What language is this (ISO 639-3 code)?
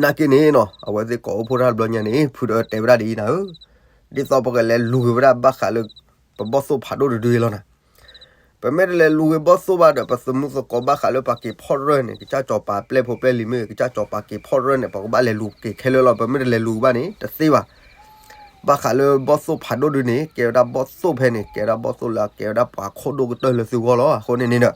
ksw